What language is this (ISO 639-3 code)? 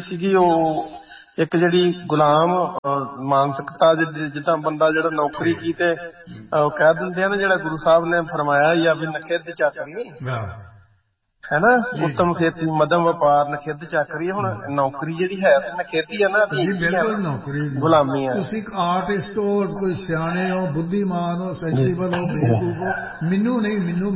pan